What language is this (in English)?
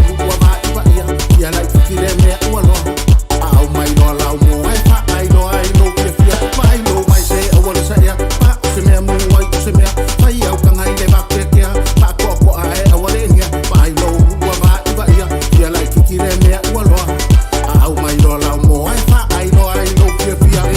Samoan